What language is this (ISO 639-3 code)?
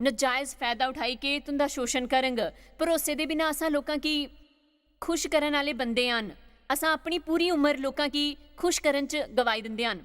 doi